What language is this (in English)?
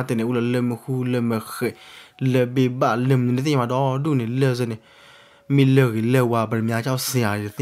S'gaw Karen